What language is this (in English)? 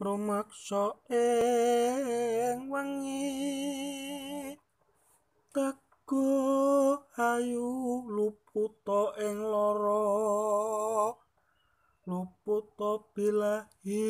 Javanese